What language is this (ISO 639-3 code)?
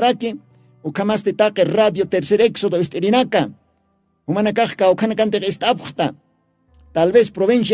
aym